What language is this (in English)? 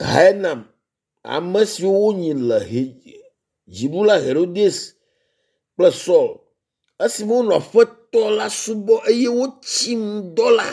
Ewe